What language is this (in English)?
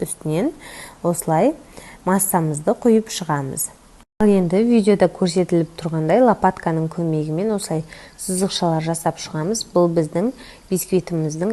Kazakh